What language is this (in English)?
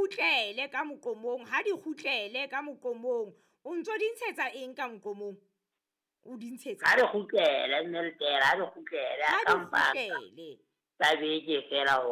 Southern Sotho